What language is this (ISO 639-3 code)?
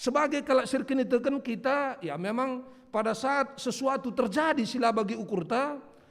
btx